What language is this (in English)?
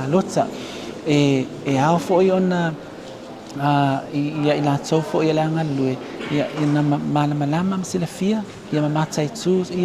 Samoan